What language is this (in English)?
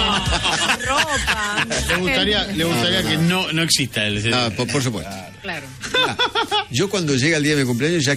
Spanish